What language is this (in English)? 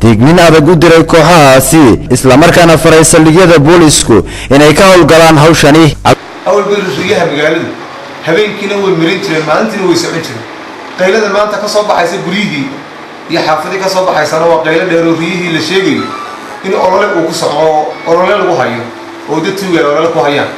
Somali